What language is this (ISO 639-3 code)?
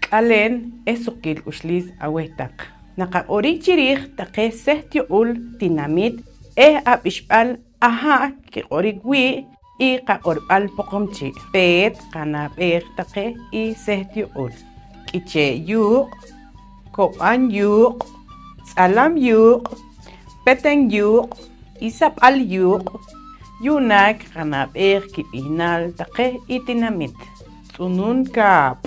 poh